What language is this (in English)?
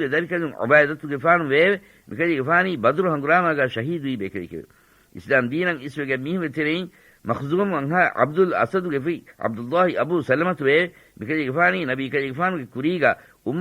Divehi